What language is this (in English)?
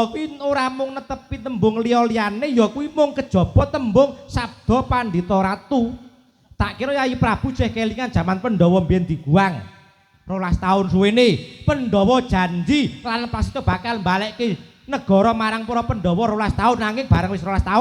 Javanese